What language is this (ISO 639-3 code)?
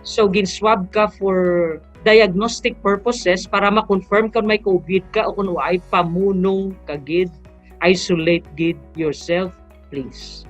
hil